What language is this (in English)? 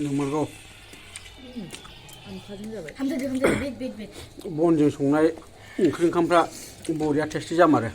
Bodo